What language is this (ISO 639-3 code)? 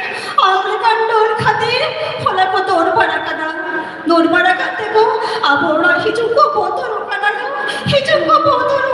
sat